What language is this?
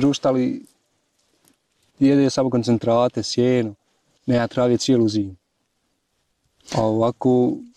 Bosnian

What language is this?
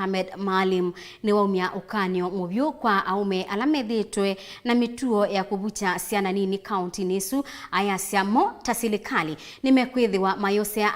Kamba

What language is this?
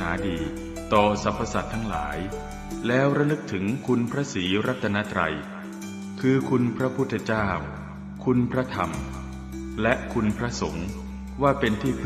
Pali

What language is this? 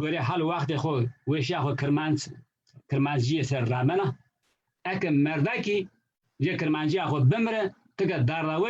Zaza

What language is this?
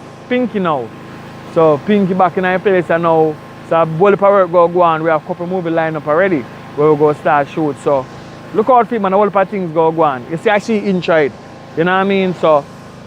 Jamaican Creole English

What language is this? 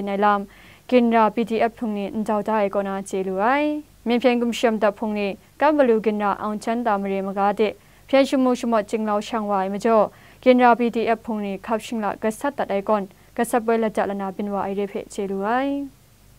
Kachin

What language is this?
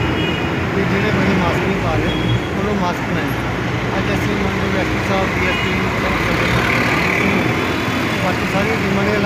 Punjabi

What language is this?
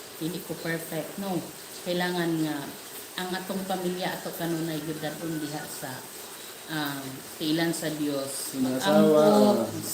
Cebuano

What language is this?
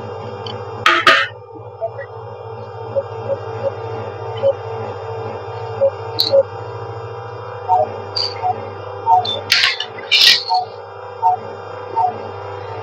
Chhattisgarhi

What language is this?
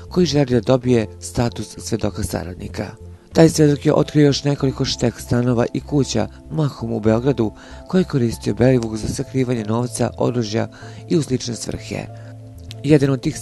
Bosnian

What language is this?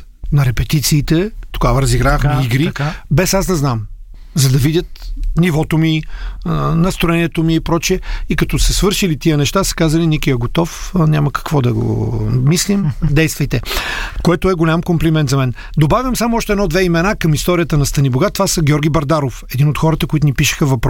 Bulgarian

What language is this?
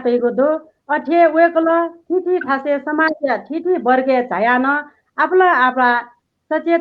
Newari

